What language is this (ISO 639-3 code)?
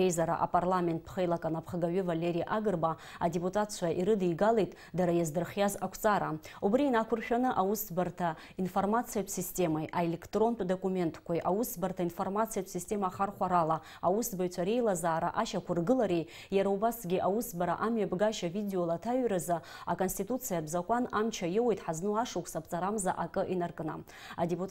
abk